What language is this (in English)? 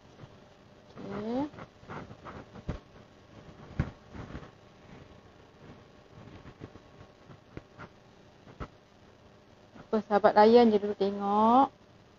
Malay